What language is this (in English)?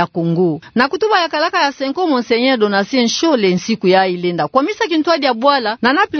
Kituba (Democratic Republic of Congo)